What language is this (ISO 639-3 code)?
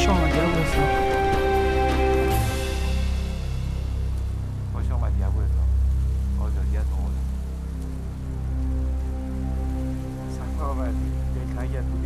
fas